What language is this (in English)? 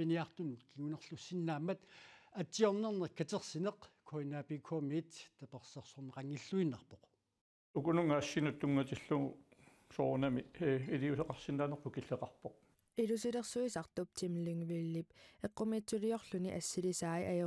Kalaallisut